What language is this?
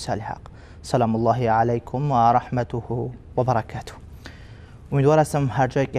Persian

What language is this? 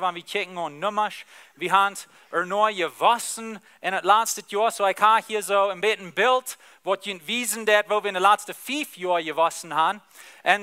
Plautdietsch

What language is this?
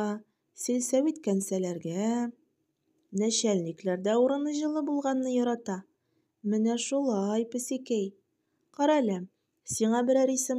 Tatar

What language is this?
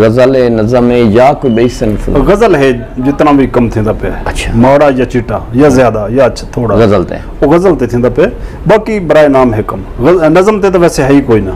Saraiki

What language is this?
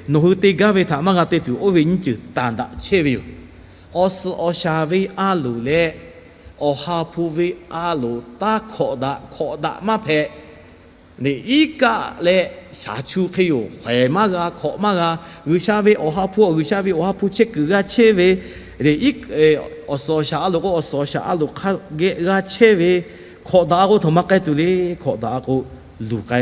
Lahu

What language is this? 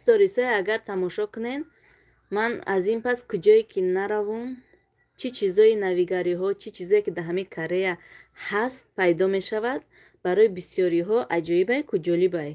Tajik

